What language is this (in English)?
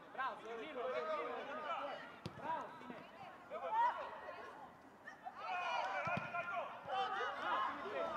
Serbian